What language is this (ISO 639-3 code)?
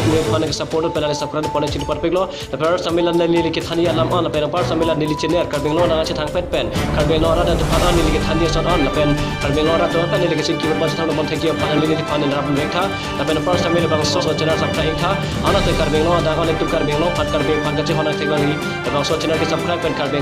mjw